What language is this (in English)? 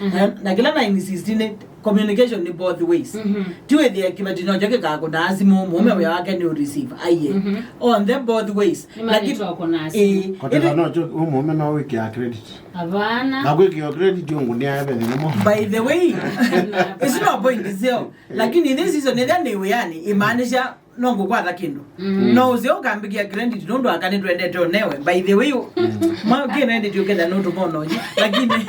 Kamba